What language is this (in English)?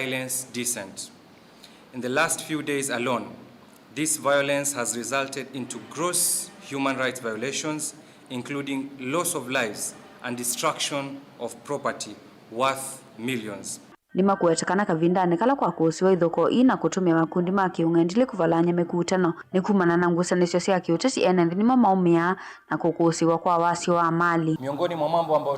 Kamba